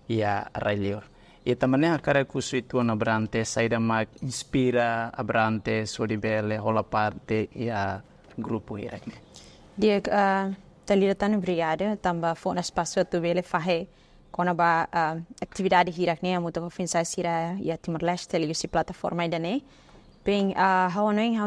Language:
Tetum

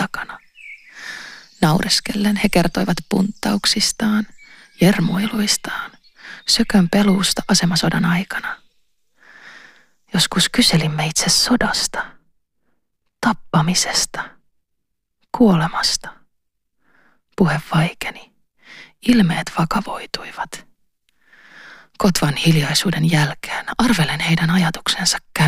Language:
Finnish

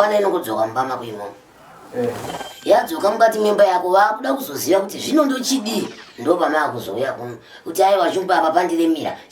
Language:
Shona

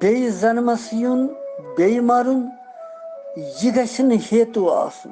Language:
Kashmiri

